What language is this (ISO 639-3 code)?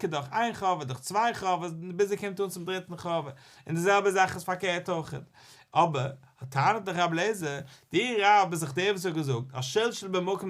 yid